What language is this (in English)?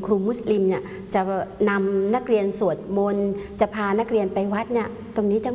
Thai